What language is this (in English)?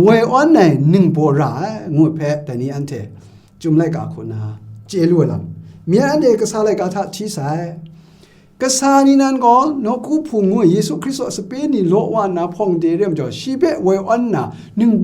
Kachin